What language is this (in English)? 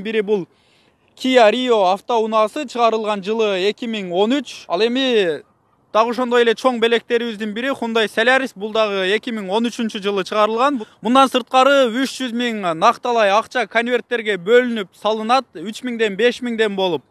Kyrgyz